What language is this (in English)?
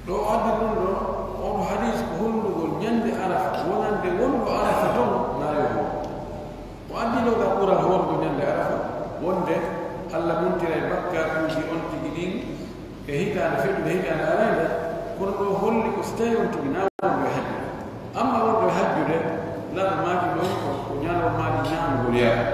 Pular